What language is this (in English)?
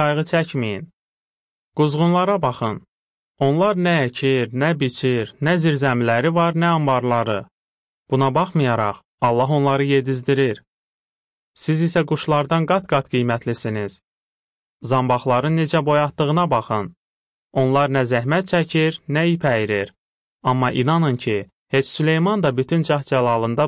Azerbaijani